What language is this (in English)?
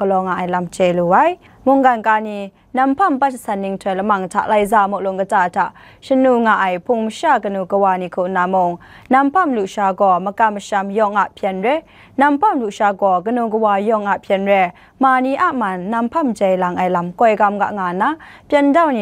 Kachin